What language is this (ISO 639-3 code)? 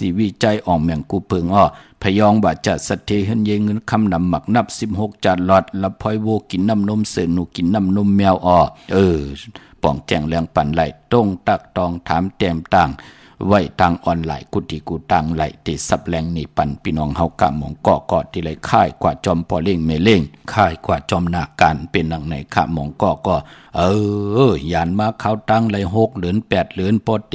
shn